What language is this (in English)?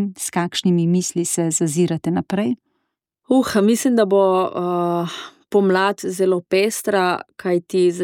Slovenian